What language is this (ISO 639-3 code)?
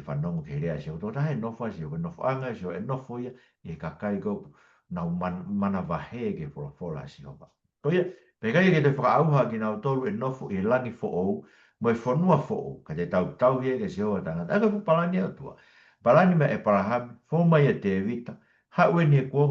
ton